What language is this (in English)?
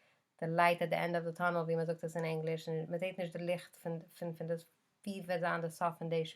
Yiddish